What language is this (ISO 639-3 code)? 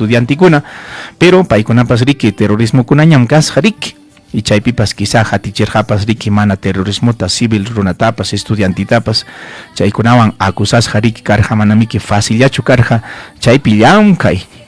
quy